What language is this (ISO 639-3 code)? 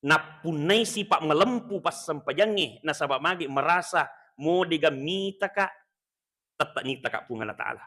bug